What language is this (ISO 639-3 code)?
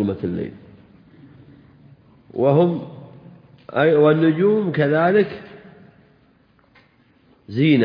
ara